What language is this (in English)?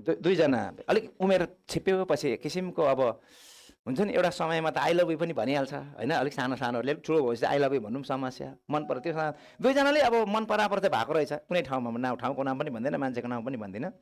Nepali